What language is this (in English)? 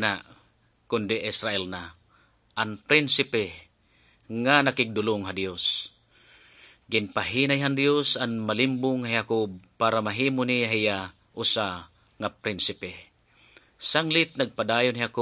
Waray